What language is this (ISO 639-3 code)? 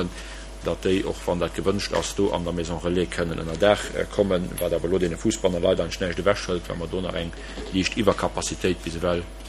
ltz